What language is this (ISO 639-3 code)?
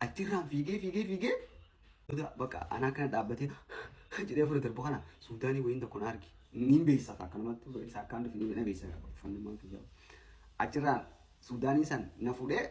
orm